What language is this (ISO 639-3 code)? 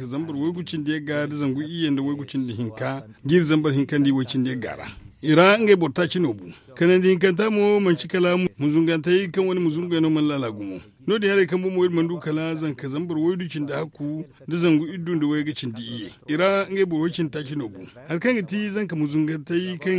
dje